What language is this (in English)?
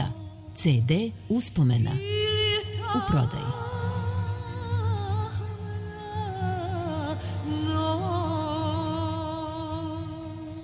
Serbian